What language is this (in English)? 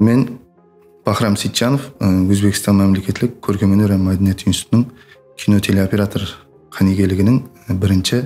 Kara-Kalpak